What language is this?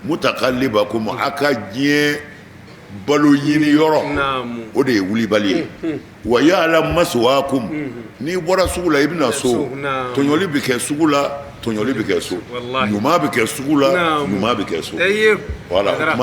Bambara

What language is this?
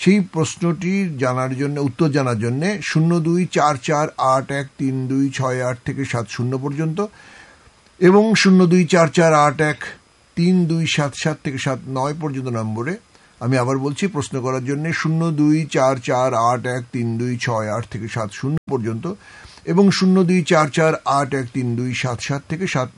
Bangla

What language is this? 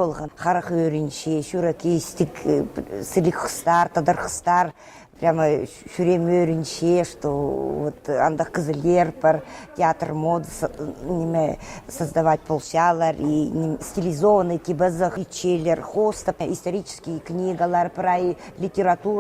Khakas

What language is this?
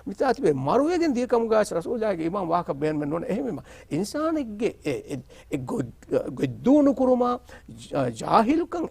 Divehi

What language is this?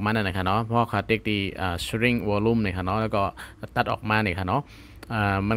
Shan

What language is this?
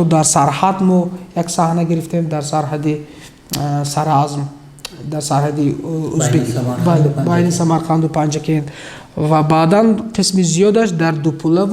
Tajik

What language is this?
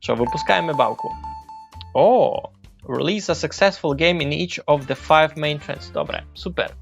Rusyn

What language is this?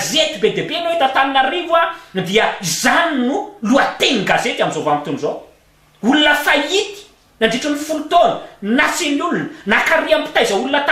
Malagasy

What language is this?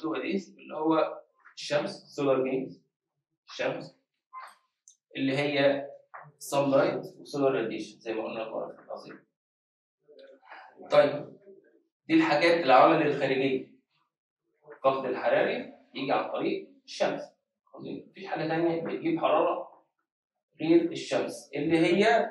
Egyptian Arabic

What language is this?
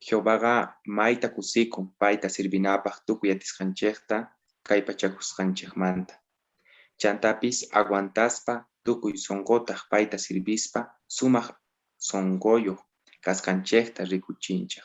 South Bolivian Quechua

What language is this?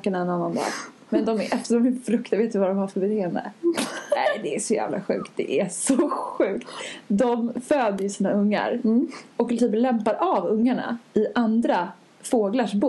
Swedish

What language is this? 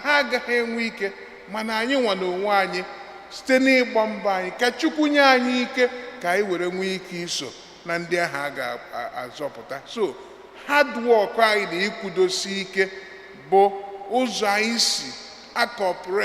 Igbo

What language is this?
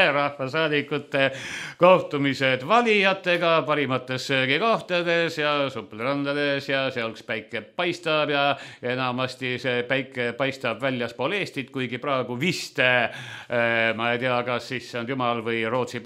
Estonian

